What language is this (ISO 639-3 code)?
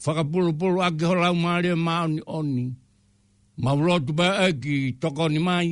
ton